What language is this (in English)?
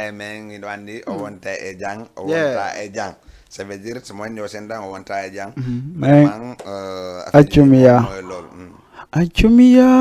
Fula